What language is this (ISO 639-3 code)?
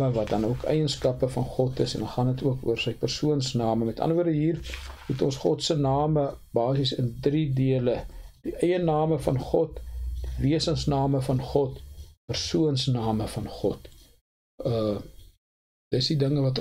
afr